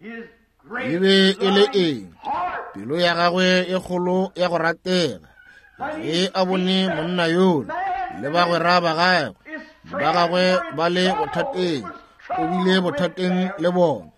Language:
Northern Sotho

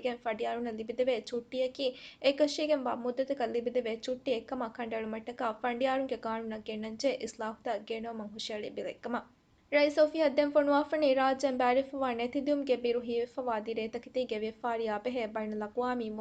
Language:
Divehi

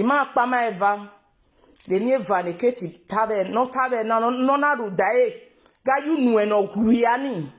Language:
Nigerian Pidgin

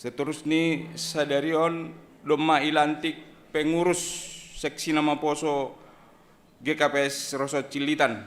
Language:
Batak Simalungun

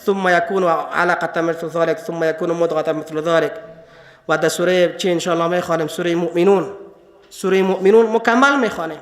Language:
Persian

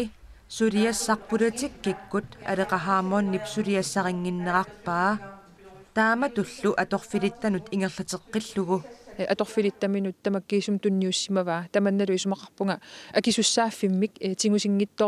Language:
Kalaallisut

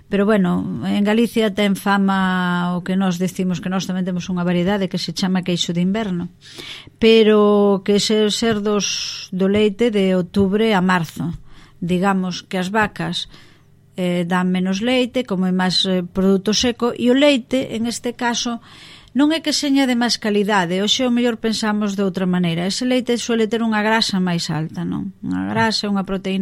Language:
Galician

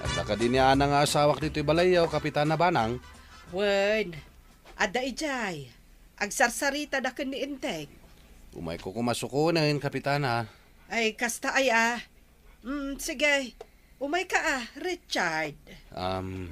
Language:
Iloko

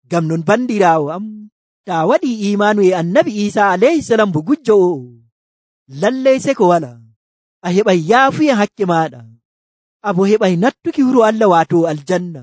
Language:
Nigerian Fulfulde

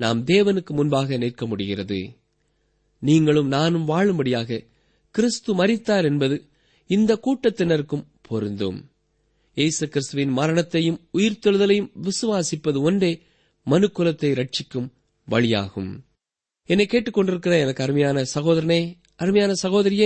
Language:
Tamil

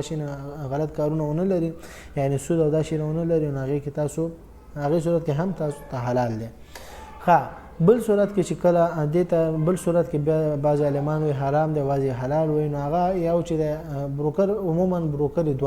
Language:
Pashto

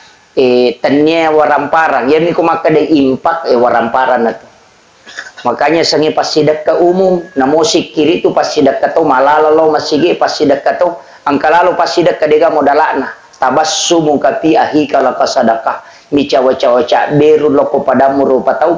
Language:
Buginese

